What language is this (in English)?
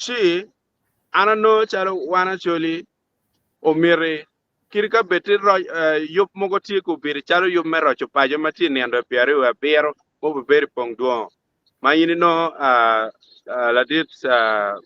Acoli